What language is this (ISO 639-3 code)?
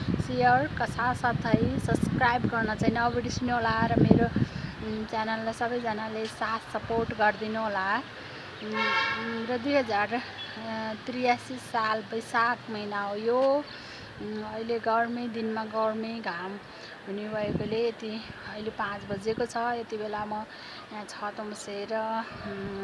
nep